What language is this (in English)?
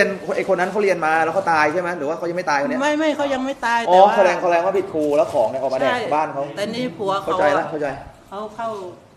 Thai